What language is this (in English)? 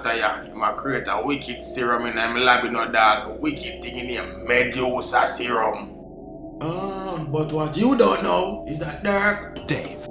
Jamaican Creole English